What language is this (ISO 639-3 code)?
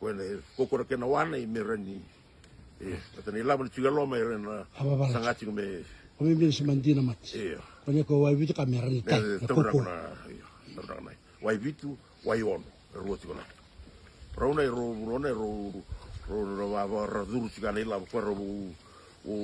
fij